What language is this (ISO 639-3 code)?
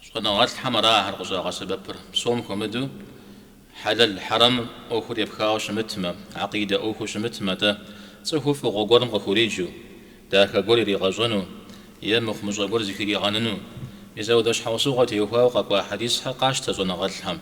kbd